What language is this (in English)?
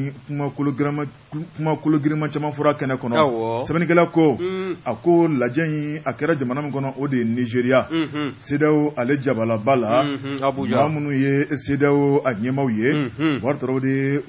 Bambara